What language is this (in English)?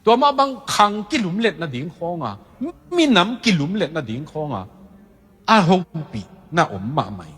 Tedim Chin